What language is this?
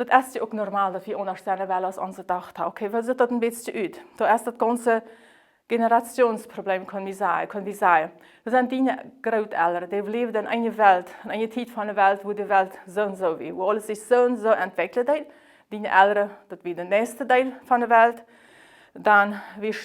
Plautdietsch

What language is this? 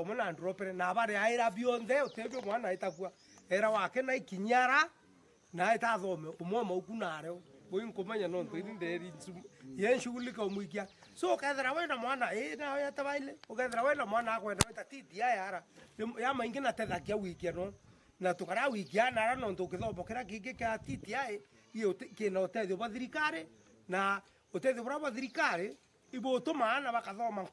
Meru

